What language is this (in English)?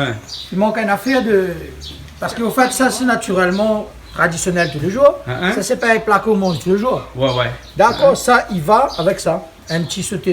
Réunion Creole French